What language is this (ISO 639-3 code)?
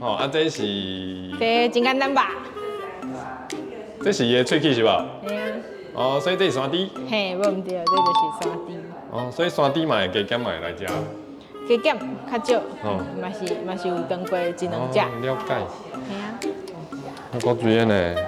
nan